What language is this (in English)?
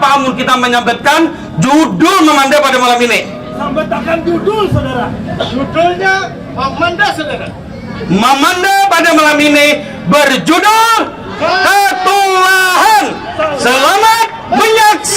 Banjar